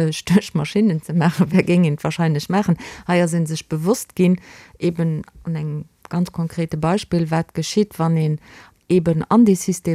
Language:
Luxembourgish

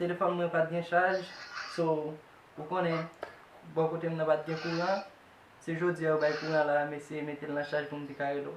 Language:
Haitian Creole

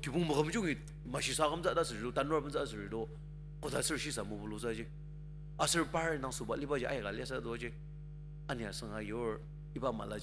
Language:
Ao Naga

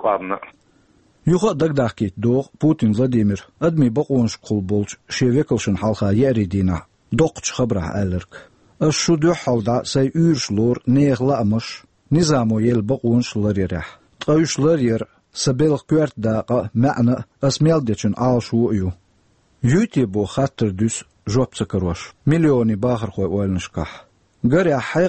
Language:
Chechen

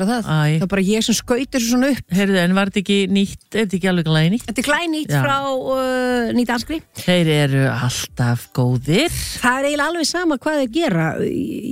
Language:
Icelandic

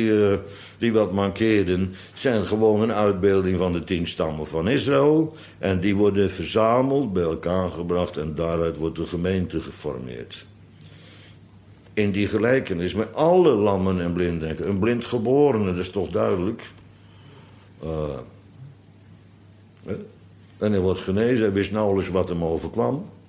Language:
Dutch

